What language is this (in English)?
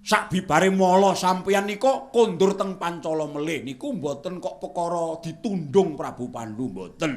Javanese